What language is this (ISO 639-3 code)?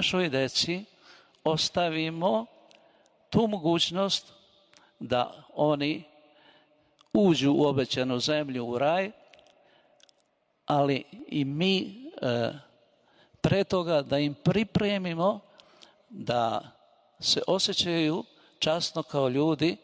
srp